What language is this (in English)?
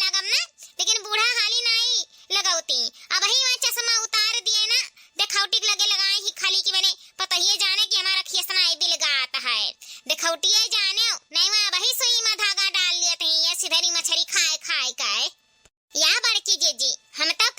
Awadhi